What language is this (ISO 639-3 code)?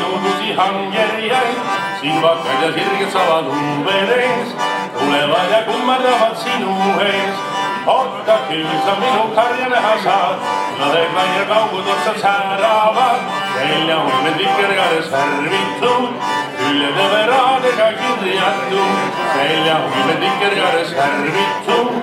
est